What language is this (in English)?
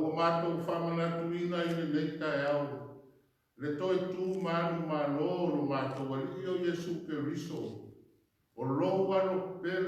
Samoan